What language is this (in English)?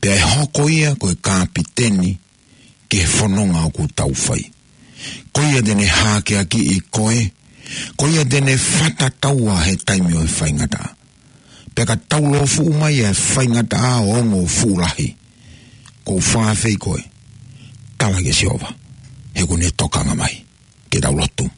Tongan